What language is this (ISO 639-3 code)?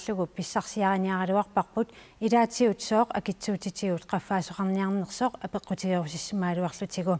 kal